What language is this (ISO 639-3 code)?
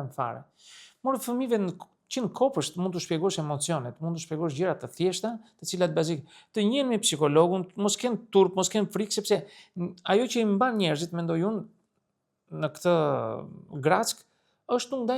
sqi